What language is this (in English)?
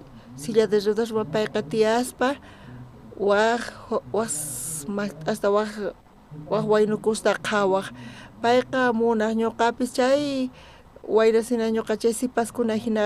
South Bolivian Quechua